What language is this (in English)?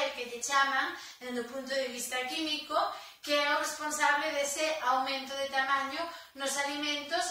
Galician